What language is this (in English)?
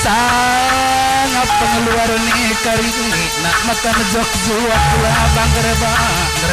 Batak Karo